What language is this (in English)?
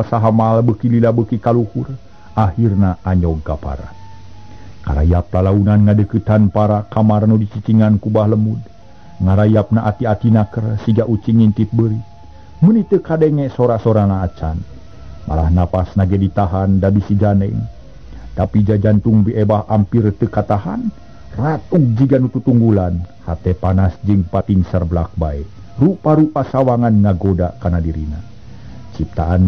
Sundanese